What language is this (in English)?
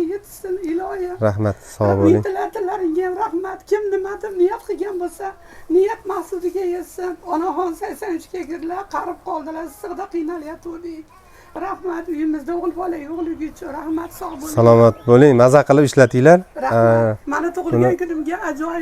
Uzbek